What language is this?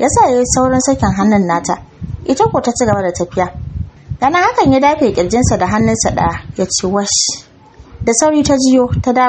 Hausa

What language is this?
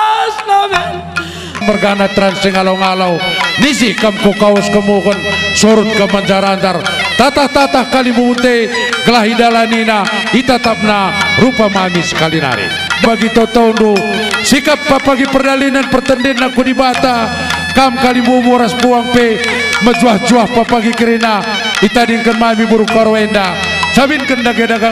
Batak Karo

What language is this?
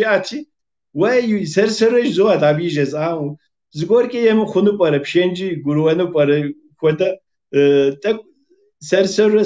Kabardian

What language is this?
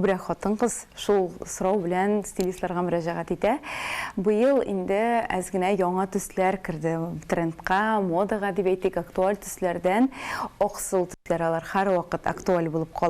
Tatar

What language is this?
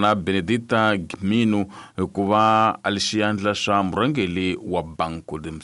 Tsonga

